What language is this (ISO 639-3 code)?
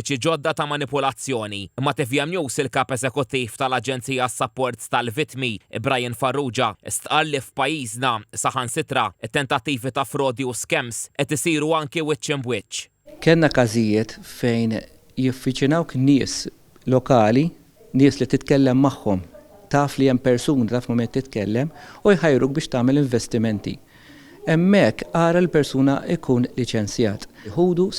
mlt